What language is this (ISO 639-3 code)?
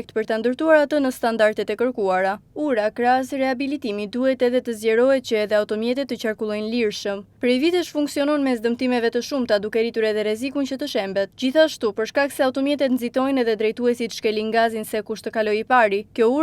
sqi